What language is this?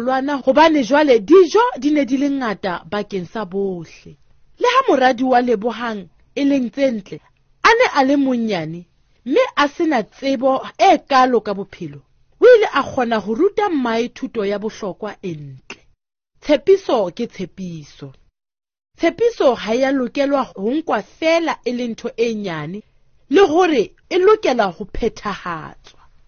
Southern Sotho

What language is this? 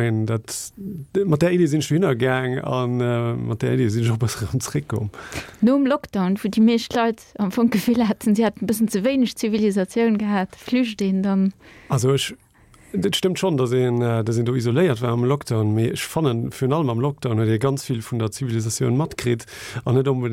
Luxembourgish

